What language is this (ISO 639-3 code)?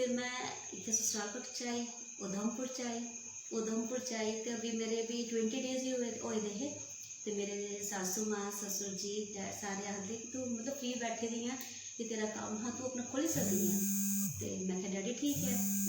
doi